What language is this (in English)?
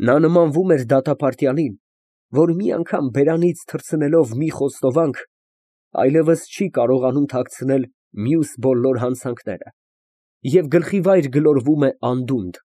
Armenian